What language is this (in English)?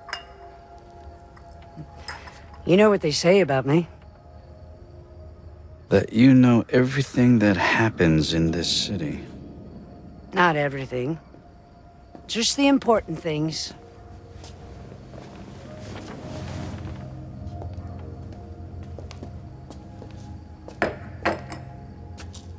English